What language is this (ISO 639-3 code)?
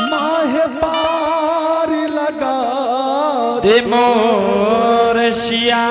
anp